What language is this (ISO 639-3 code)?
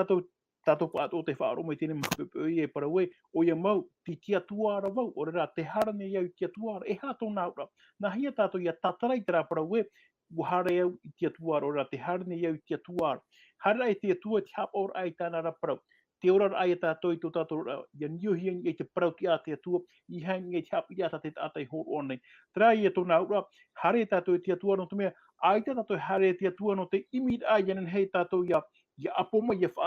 tah